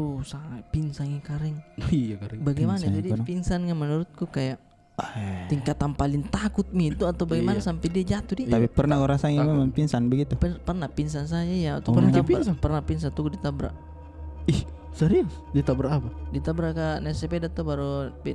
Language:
Makassar Malay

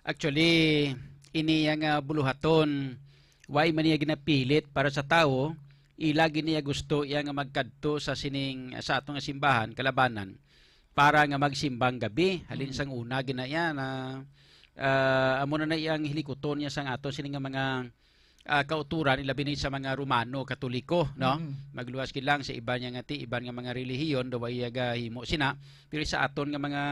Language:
Hiligaynon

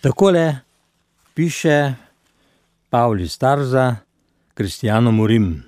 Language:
Slovenian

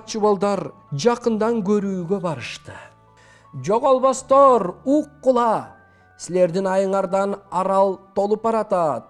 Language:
Kyrgyz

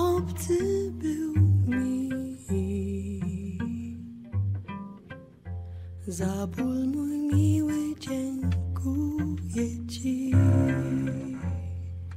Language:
Polish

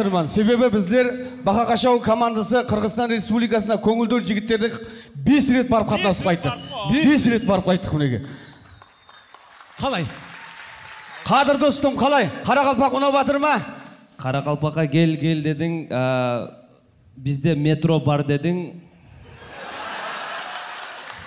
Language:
Kazakh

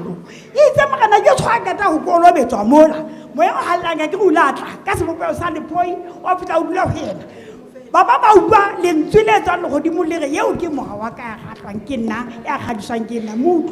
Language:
Southern Sotho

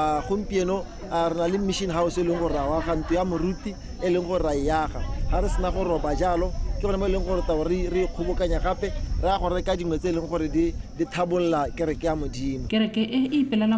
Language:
Tswana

